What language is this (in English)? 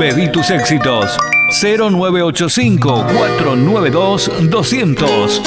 Guarani